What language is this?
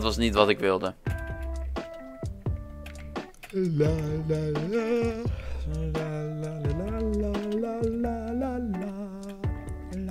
Dutch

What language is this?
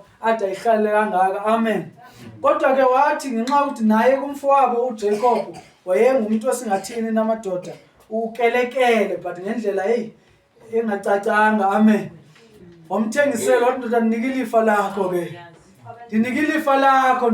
Zulu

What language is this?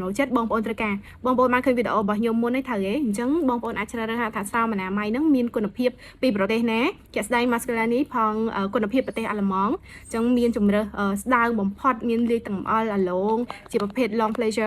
Khmer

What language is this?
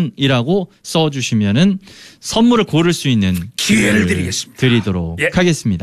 Korean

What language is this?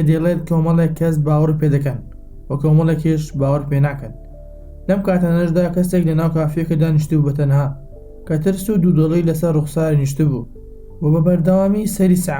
Central Kurdish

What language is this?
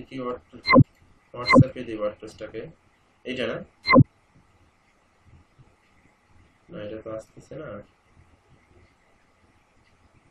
Bangla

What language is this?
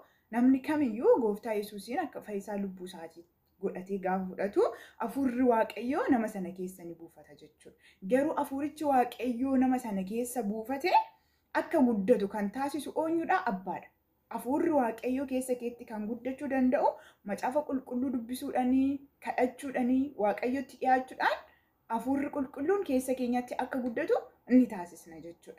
Oromo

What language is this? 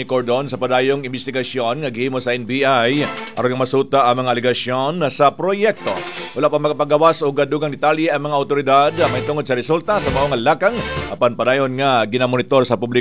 Cebuano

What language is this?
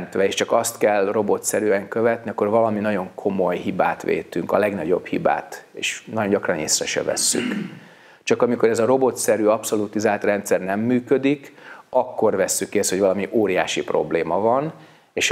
Hungarian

